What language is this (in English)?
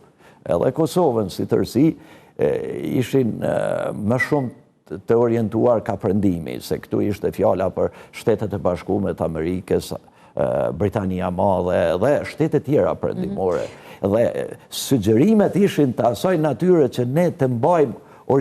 Albanian